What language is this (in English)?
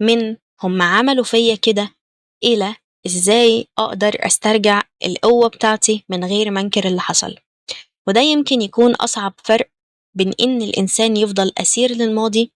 Egyptian Arabic